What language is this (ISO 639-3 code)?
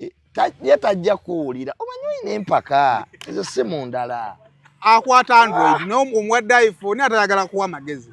lug